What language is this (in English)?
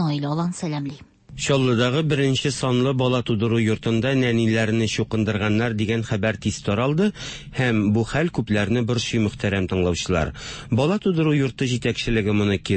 Tatar